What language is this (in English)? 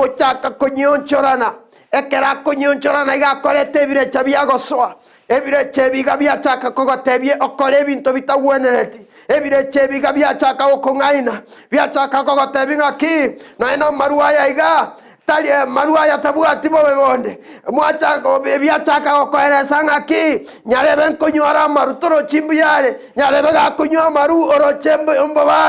Gusii